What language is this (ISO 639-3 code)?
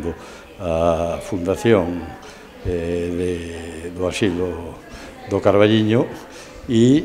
glg